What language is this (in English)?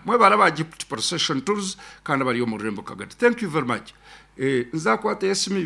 Nyankole